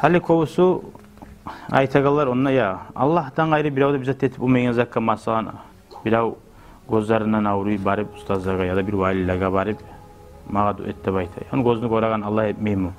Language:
Kumyk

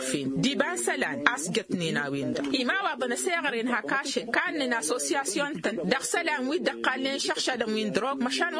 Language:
Tamasheq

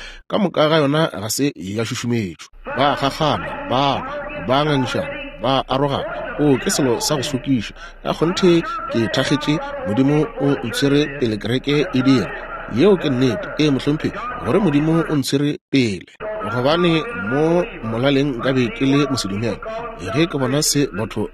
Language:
Northern Sotho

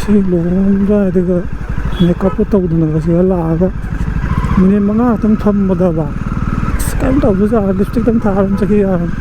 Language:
Manipuri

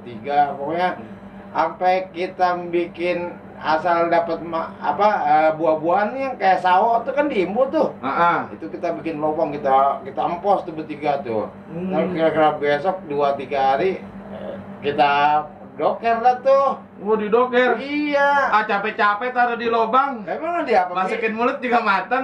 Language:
Betawi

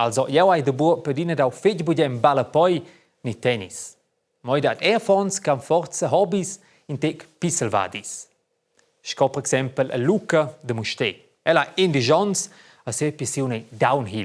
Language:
Romansh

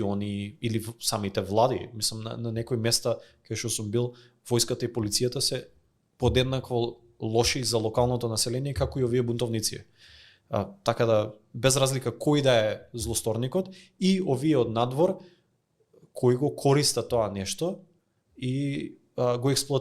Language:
Macedonian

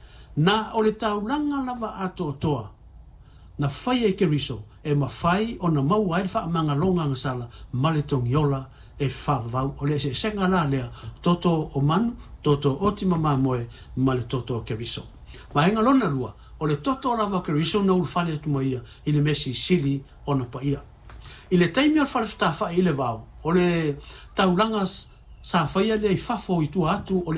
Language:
Samoan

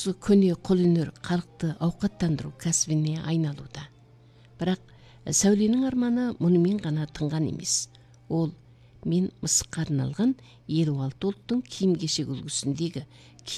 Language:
Kazakh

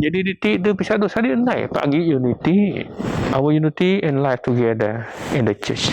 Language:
Biatah Bidayuh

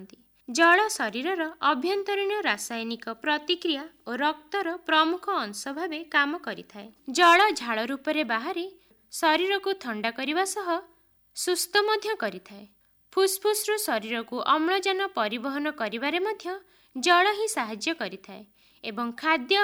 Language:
Odia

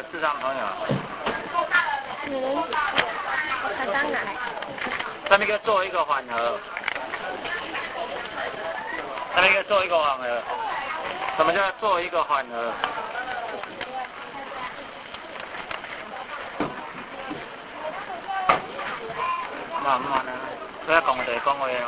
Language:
Chinese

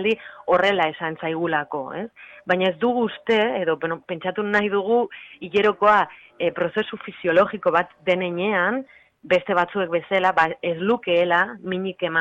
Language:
Basque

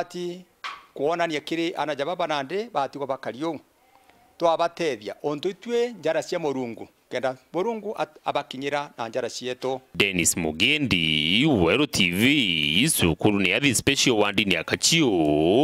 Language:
Meru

